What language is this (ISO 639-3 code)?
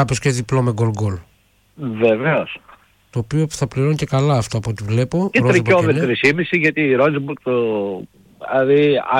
ell